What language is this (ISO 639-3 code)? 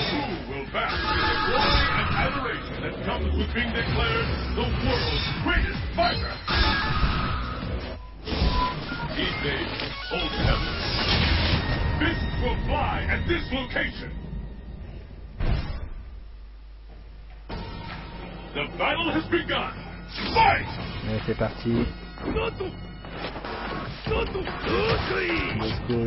fra